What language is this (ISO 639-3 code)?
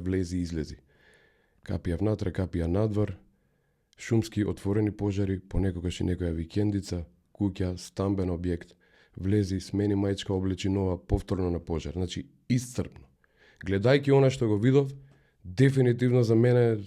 mkd